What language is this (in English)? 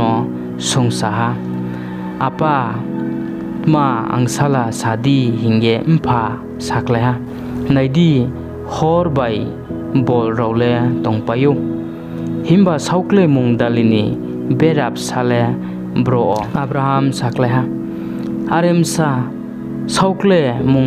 Riang (India)